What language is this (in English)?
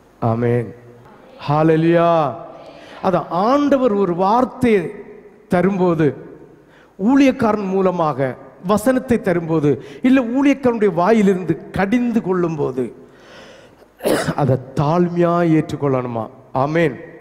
Tamil